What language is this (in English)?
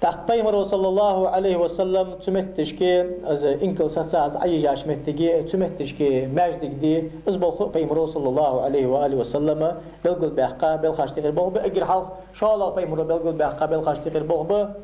Ingush